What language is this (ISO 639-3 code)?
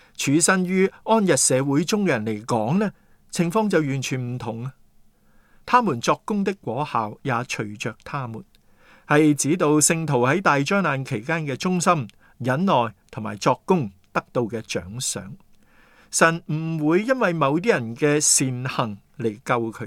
yue